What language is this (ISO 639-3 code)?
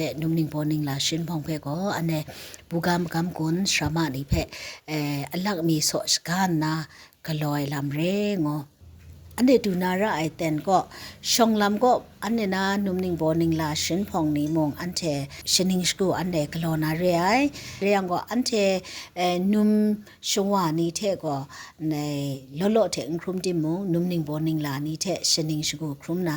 kac